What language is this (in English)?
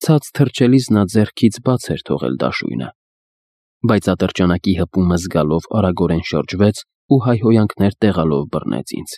Armenian